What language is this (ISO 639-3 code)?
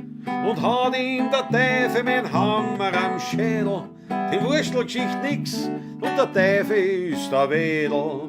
bar